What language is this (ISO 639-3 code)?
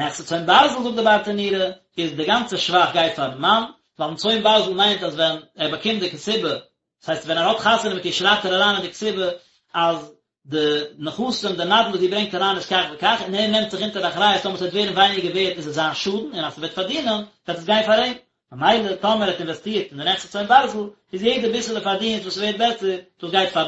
yid